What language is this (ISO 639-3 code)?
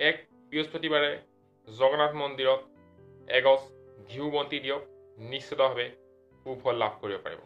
asm